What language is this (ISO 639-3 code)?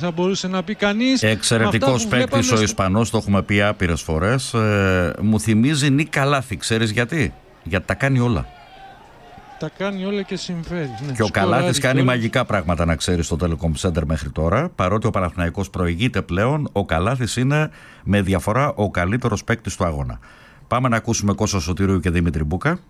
ell